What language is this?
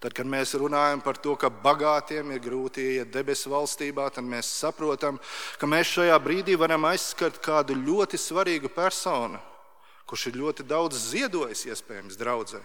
Latvian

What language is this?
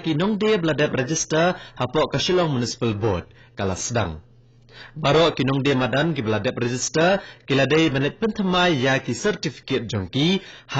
Khasi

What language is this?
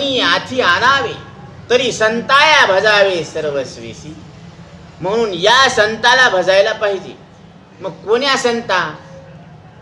Marathi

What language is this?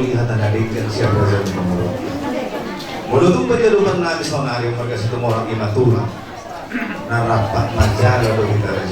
Batak Toba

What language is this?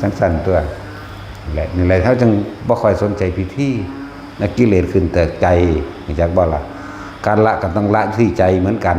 Northeastern Thai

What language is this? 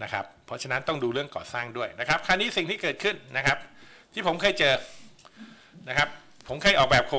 Thai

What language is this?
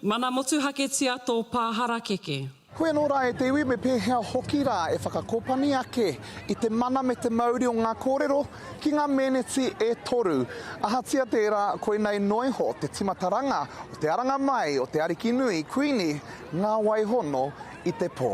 Māori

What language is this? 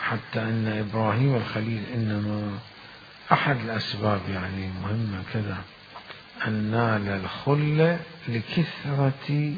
Mesopotamian Arabic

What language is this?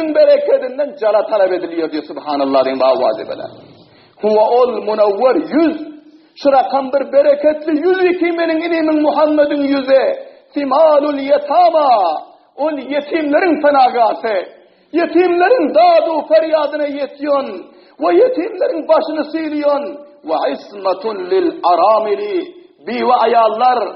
Turkmen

